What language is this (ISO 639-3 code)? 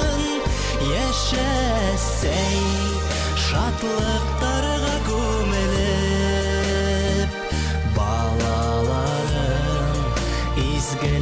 bak